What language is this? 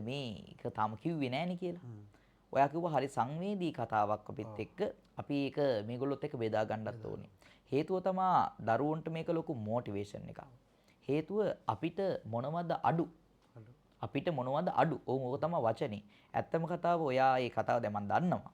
Sinhala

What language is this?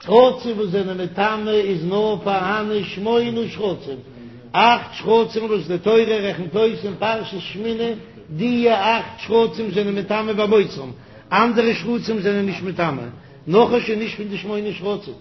Yiddish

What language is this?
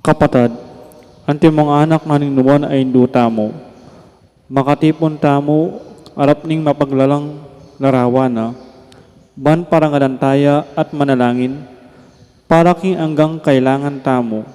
Pampanga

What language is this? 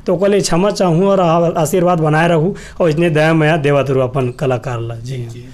Chhattisgarhi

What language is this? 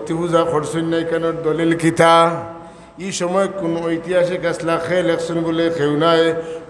Sylheti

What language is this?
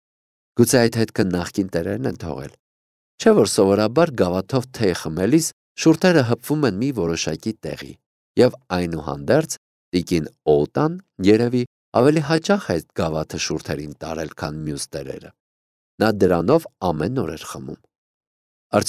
Armenian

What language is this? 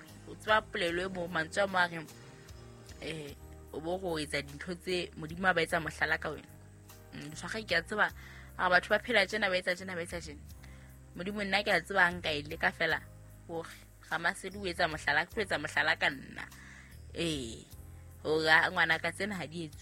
Southern Sotho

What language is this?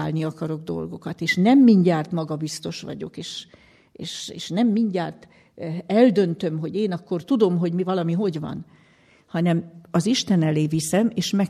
Hungarian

